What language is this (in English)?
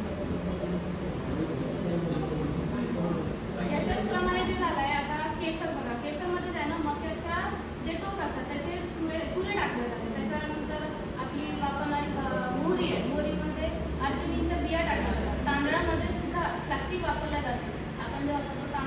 Marathi